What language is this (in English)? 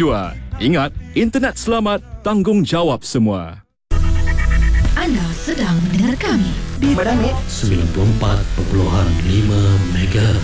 Malay